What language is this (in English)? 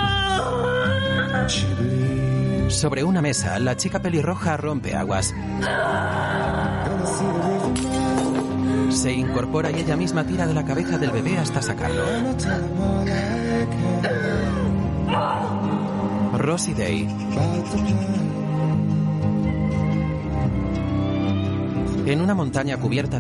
Spanish